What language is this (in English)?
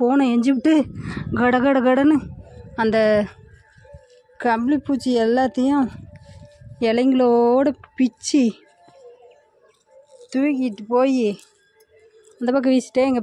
Tamil